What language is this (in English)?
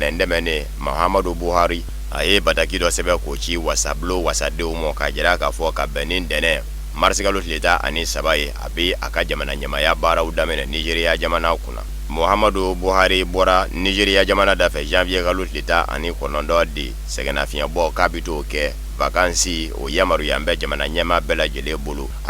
Bambara